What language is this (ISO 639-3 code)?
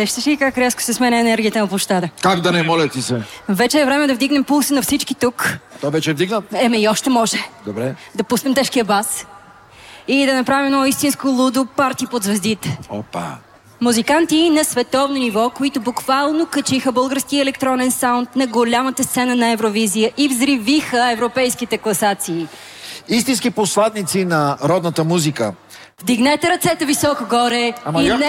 bul